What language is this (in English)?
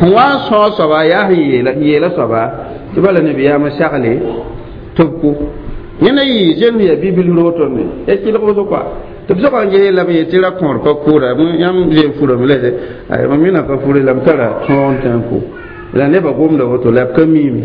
Mossi